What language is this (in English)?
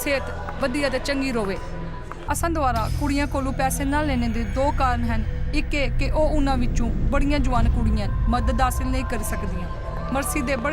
Dogri